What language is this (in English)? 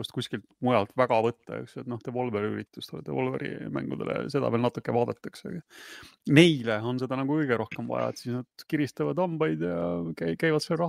Estonian